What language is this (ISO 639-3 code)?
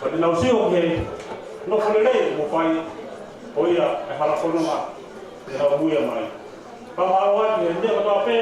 ton